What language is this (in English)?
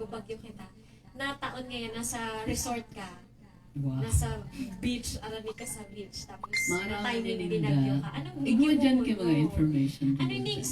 Bikol